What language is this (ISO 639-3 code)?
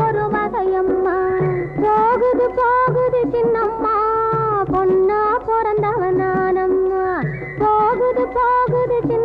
tam